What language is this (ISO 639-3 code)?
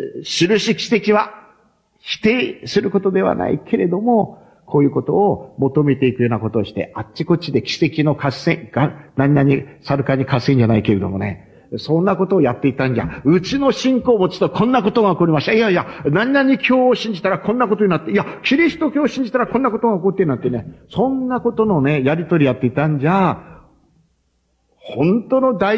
jpn